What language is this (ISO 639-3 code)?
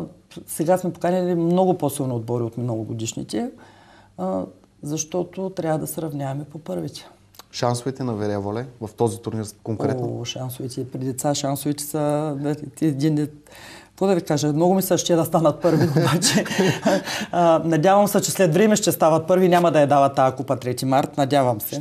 bul